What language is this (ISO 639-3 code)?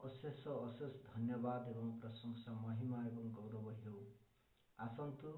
ori